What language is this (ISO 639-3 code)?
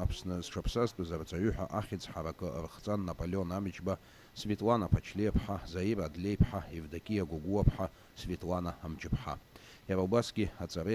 abk